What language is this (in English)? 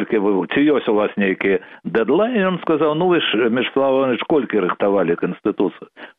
Belarusian